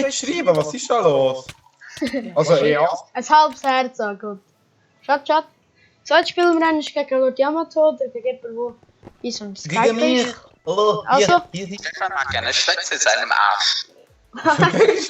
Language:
Swiss German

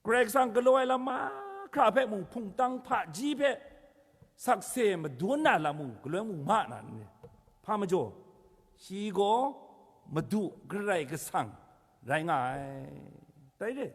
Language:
Kachin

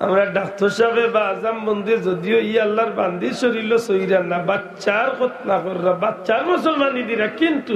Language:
Sylheti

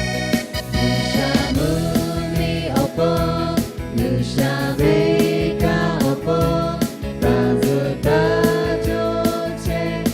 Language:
Lahu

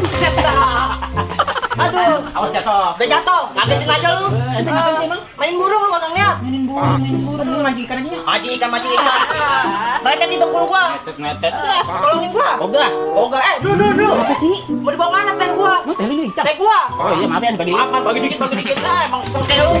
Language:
Betawi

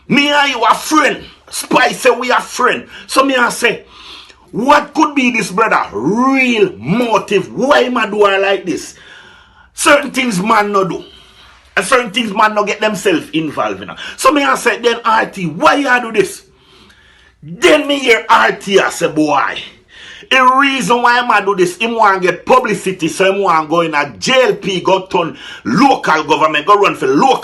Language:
Jamaican Creole English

